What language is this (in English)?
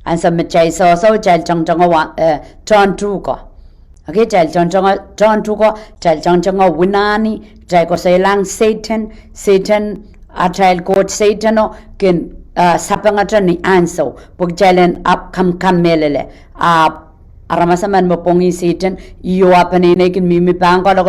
Pohnpeian